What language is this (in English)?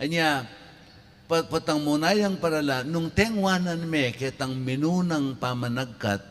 Pampanga